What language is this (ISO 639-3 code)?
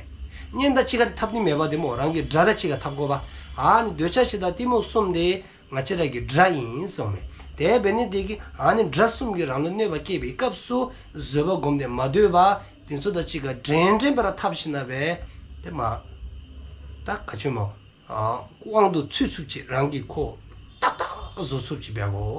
dzo